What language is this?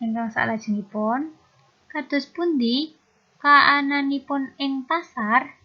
Javanese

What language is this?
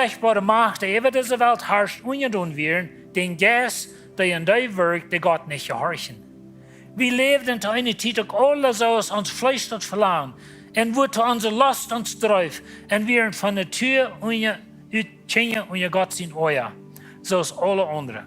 Plautdietsch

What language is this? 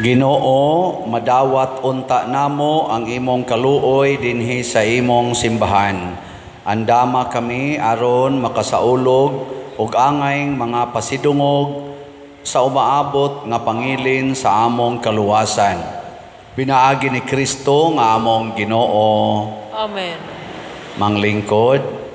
Cebuano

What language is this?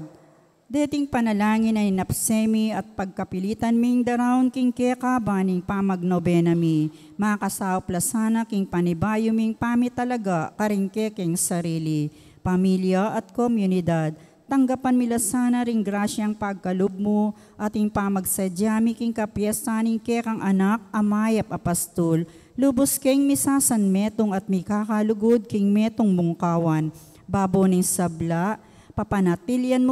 Pampanga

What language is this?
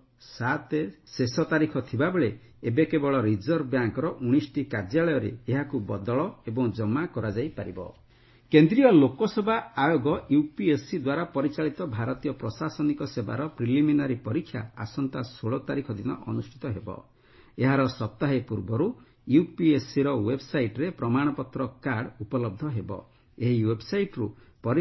Odia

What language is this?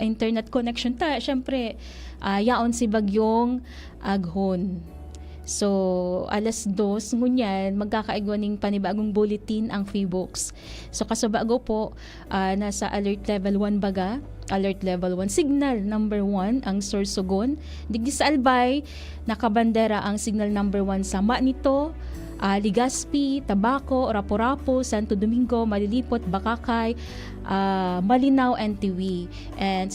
Bikol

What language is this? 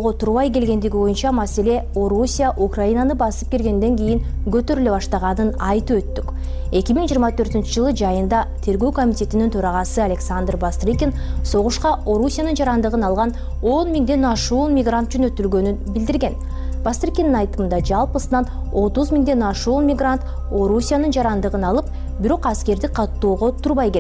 Kyrgyz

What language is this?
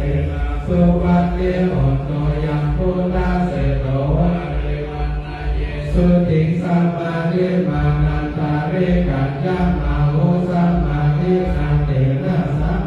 Pali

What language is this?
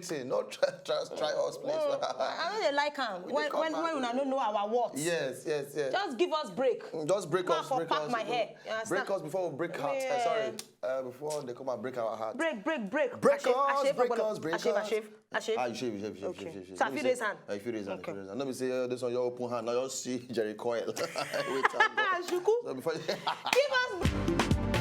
Nigerian Pidgin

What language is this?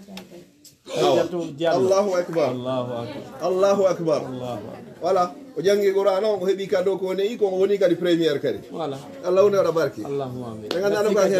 Fula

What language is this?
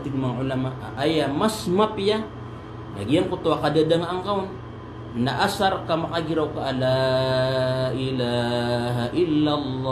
Maranao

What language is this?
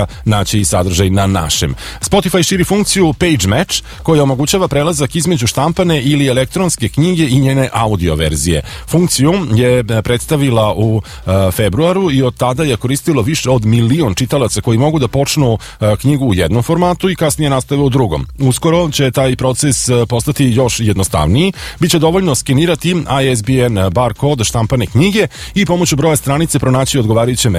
Serbian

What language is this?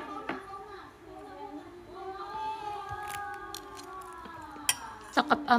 Indonesian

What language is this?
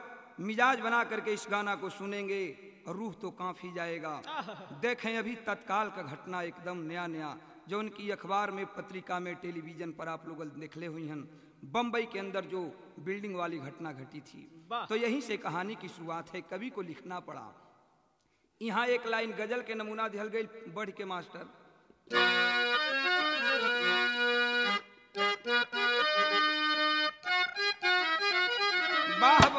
Bhojpuri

